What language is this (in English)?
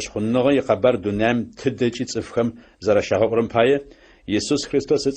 Adyghe